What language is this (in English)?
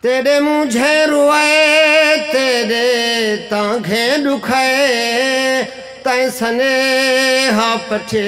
Saraiki